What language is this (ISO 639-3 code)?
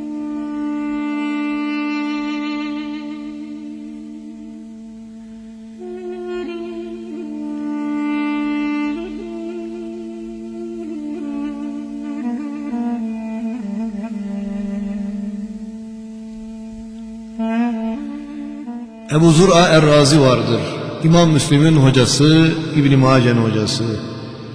tur